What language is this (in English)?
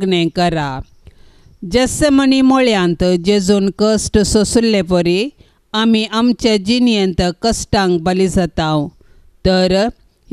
Konkani